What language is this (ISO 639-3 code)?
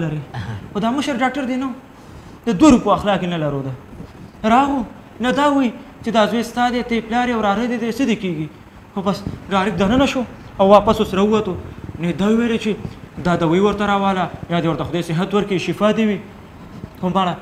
pus